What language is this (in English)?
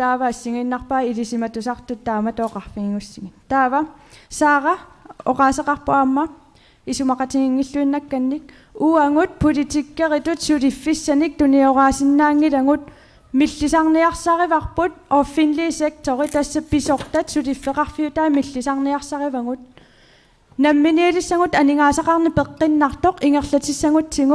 Kalaallisut